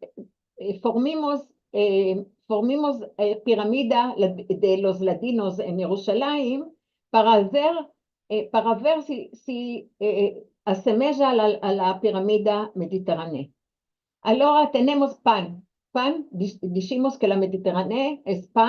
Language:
Ladino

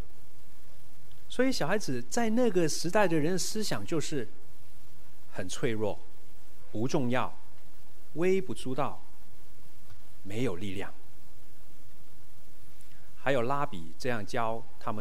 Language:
Chinese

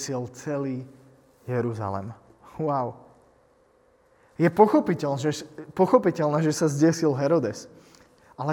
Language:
Slovak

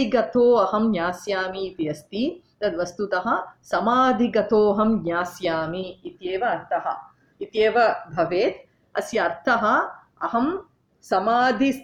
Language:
Sanskrit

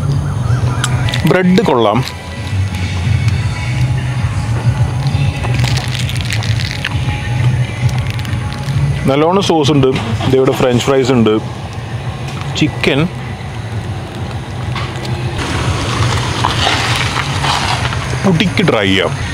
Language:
Malayalam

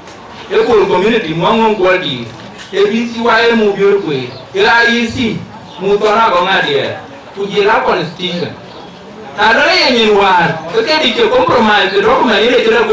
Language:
Dinka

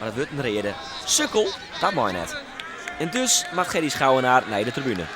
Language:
Western Frisian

